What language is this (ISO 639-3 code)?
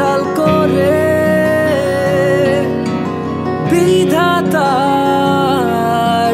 ben